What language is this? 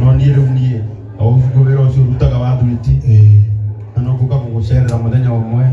Kikuyu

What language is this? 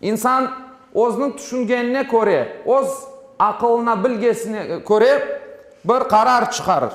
Crimean Tatar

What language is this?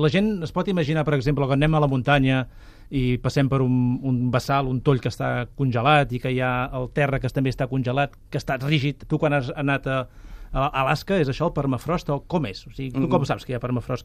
Catalan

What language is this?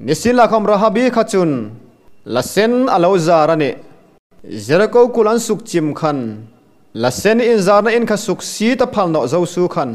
Hmar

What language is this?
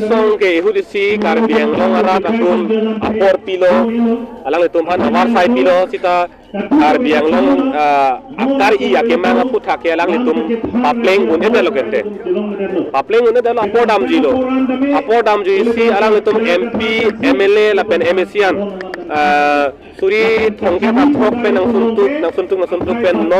Karbi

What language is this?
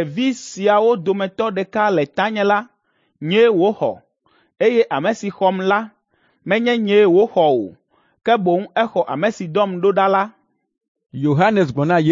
Ewe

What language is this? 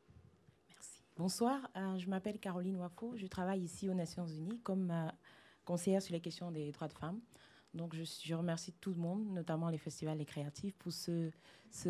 French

